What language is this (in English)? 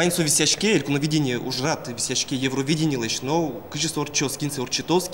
Udmurt